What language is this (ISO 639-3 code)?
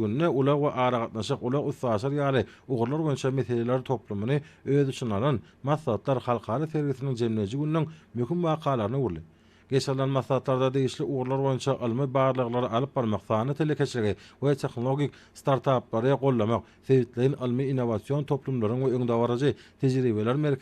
tuk